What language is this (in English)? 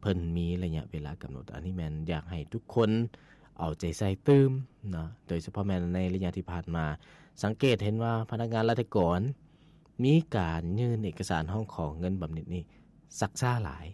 Lao